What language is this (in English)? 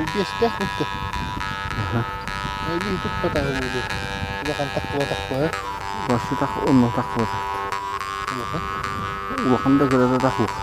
Yakut